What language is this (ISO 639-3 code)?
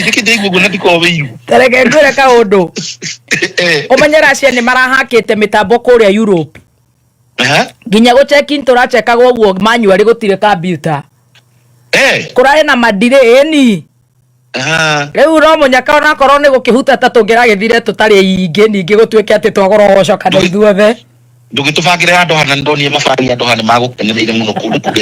kik